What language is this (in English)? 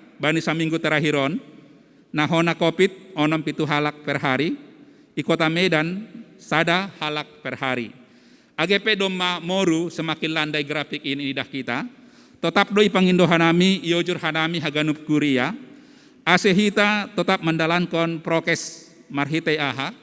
Batak Simalungun